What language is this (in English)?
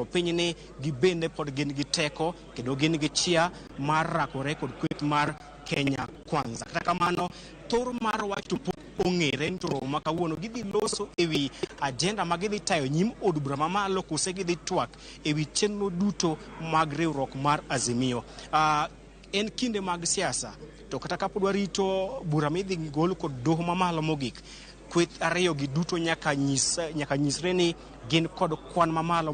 Luo (Kenya and Tanzania)